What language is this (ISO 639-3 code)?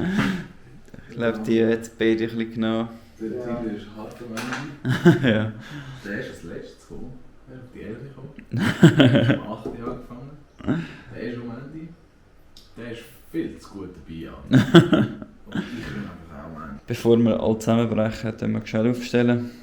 gsw